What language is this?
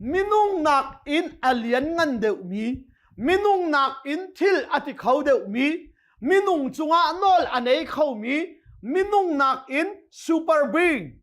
Hakha Chin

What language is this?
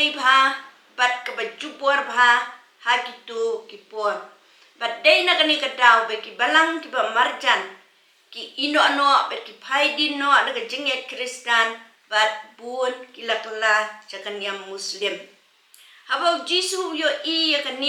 Khasi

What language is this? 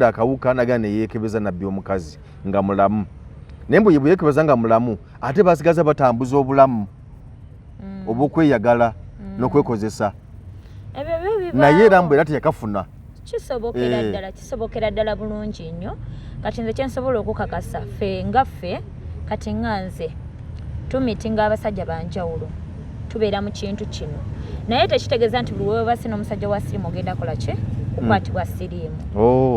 Ganda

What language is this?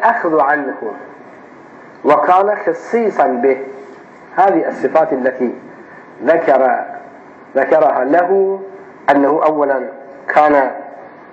Arabic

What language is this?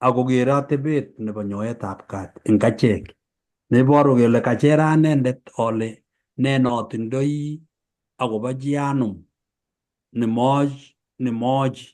Kalenjin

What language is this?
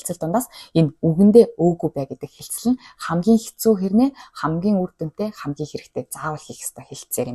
Mongolian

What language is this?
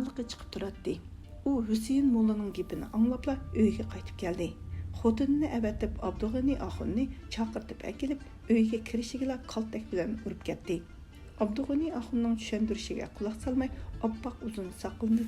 Uyghur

